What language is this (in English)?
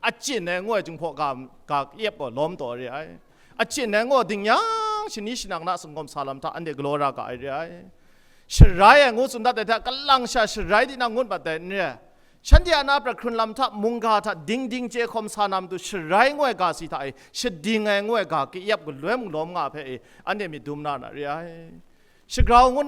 Kachin